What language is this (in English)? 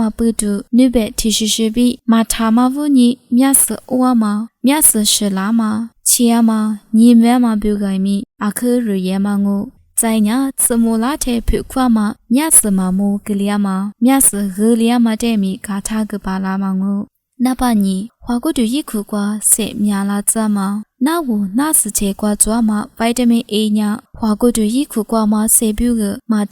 Lisu